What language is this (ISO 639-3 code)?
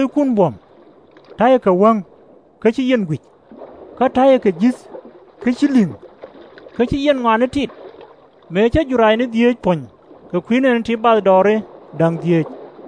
nus